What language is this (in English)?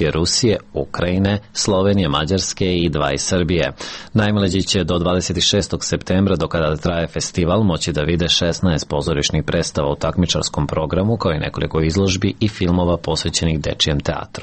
Serbian